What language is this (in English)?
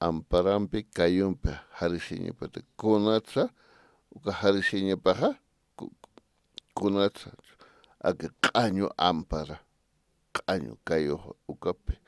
Aymara